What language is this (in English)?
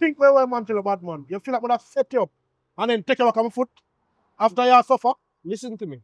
Jamaican Creole English